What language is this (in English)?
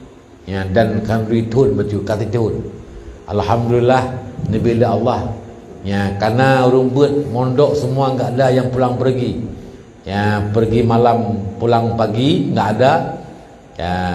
Achinese